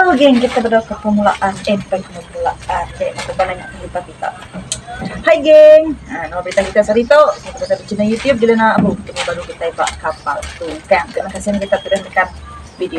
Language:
Iban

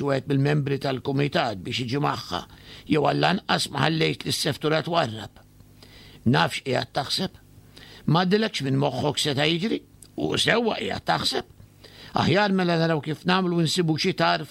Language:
Maltese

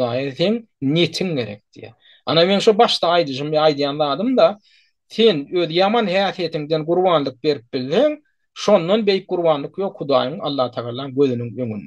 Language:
Turkmen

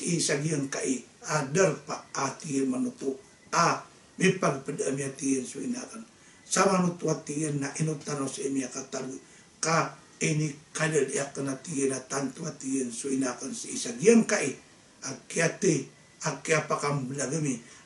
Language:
Maranao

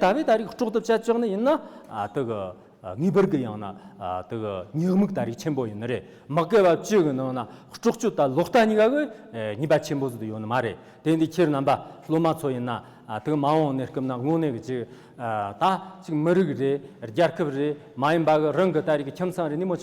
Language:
Tibetan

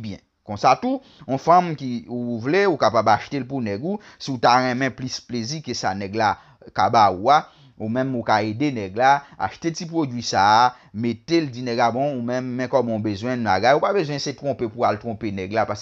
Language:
Haitian Creole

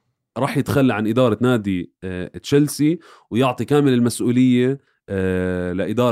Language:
North Levantine Arabic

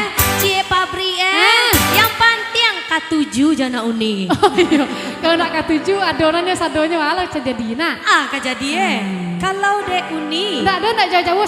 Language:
Minangkabau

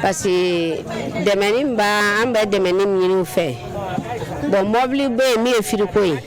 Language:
Bambara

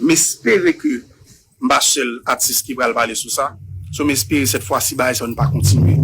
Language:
Haitian Creole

